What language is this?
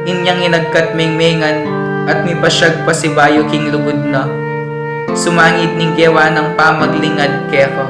Pampanga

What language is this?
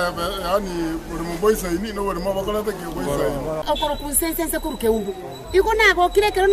Gusii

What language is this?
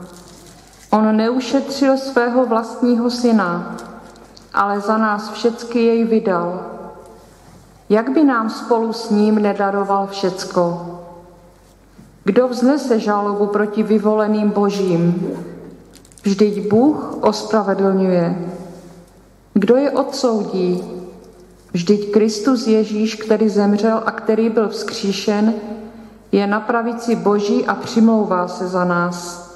Czech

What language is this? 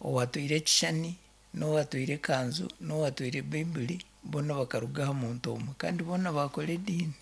Nyankole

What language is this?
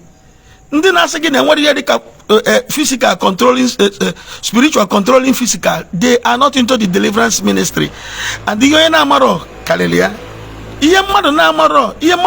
Igbo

